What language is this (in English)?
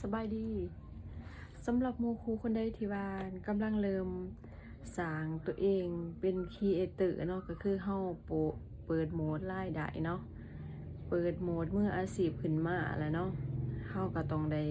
Lao